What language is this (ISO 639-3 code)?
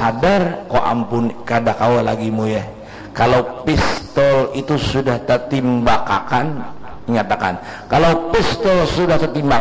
bjn